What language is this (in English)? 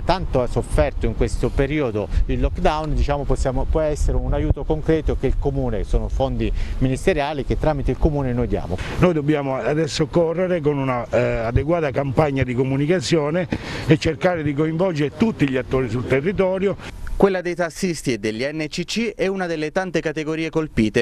Italian